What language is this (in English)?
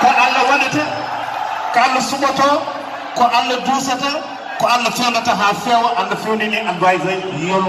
Fula